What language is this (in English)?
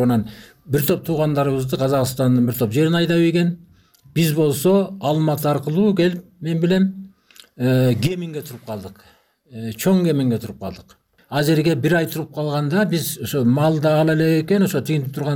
Kyrgyz